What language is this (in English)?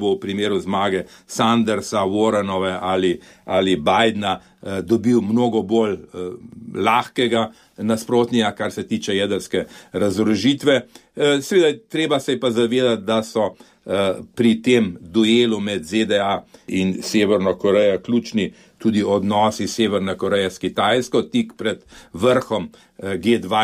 Slovenian